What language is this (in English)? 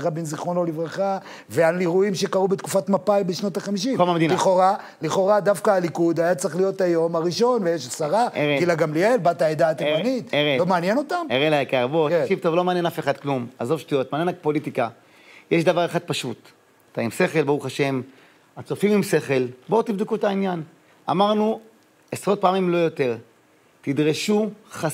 Hebrew